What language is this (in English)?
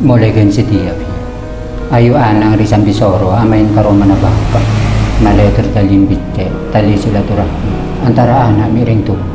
Madurese